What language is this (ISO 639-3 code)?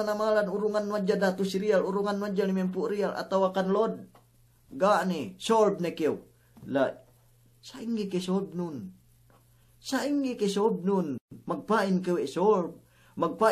yka